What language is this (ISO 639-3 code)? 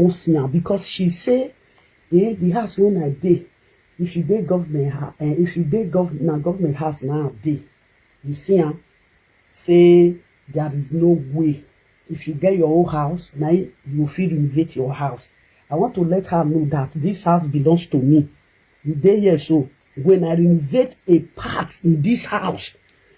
pcm